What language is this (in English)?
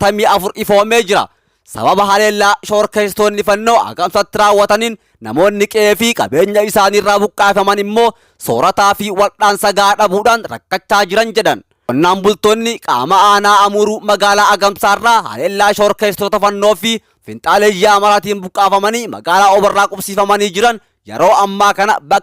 Oromo